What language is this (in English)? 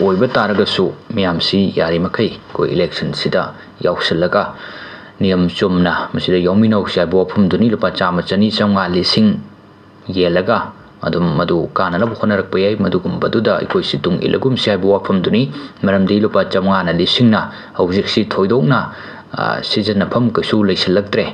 Manipuri